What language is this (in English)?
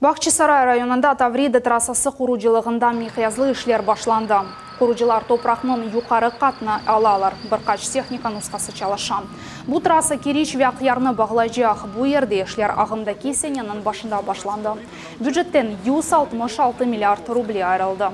Crimean Tatar